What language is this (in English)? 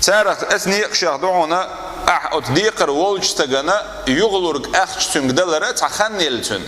Chechen